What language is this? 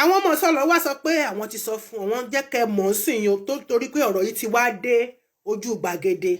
Yoruba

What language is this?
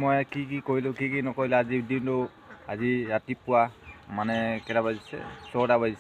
Assamese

